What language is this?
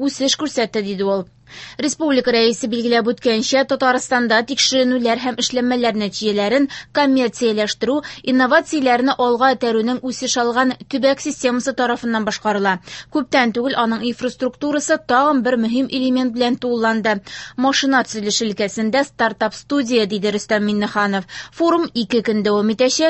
Tatar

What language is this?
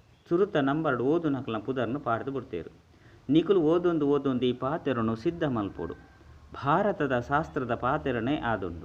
Tulu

